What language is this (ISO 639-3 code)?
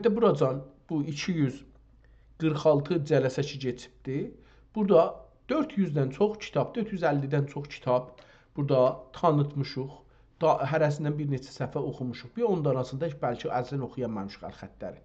azb